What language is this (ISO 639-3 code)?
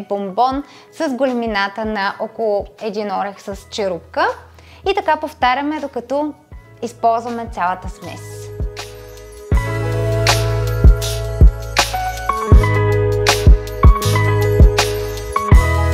bul